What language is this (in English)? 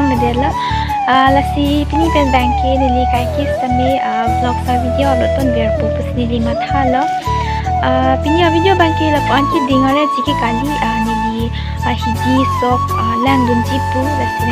Karbi